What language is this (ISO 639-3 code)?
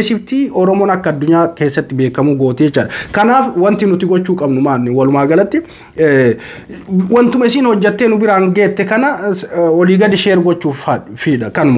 orm